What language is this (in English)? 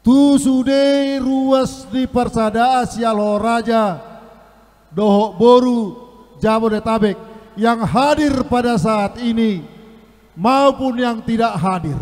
Batak Toba